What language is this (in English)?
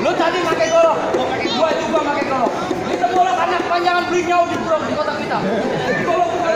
Betawi